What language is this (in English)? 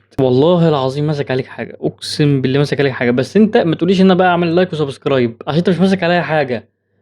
Egyptian Arabic